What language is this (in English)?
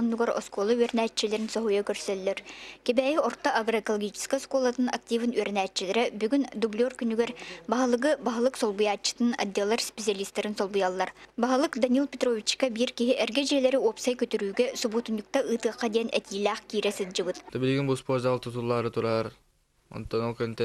Yakut